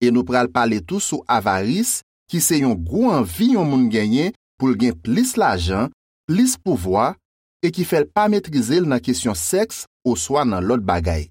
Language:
Haitian Creole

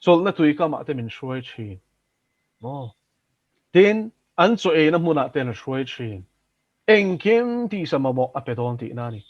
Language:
Mizo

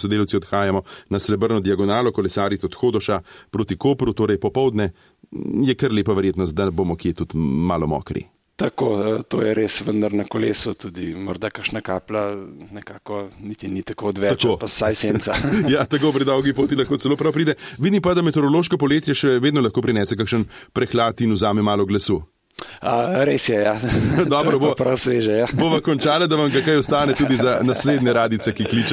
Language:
Slovenian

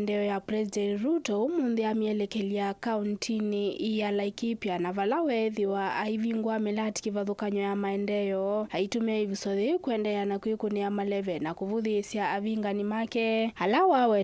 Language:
Kamba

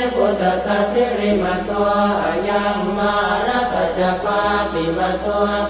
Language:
Pali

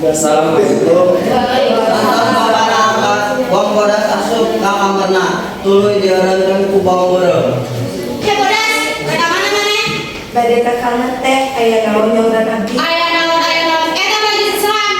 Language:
Sundanese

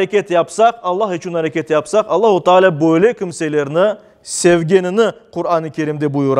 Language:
Crimean Tatar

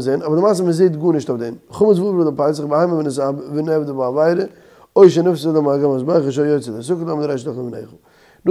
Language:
Yiddish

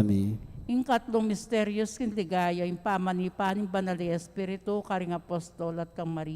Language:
Pampanga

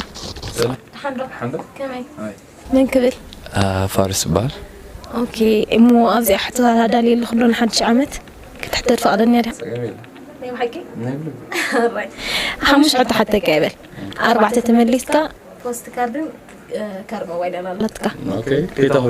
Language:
Tigrinya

